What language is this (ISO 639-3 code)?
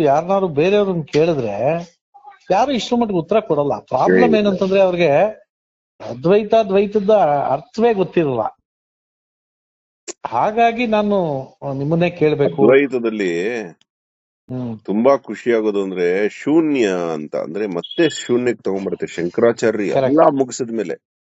kan